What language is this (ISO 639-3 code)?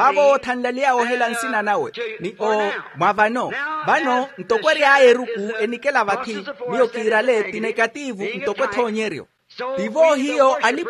vmw